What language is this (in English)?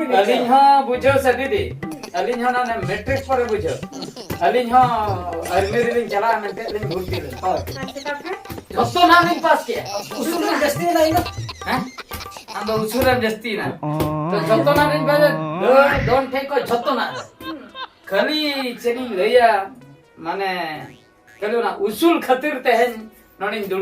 Santali